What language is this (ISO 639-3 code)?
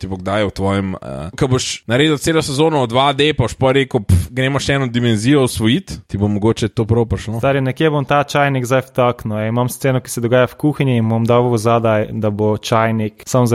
slv